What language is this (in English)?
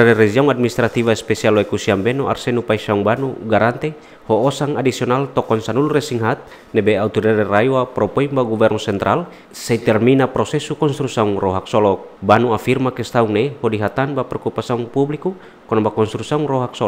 Tetum